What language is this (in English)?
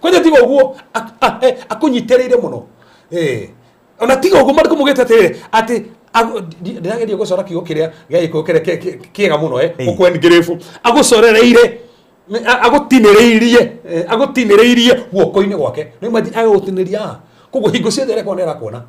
Kikuyu